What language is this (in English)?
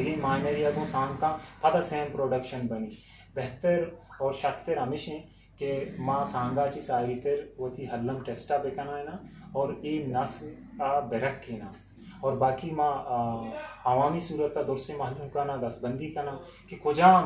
Eastern Balochi